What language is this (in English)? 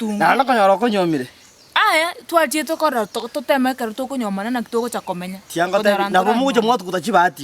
Gusii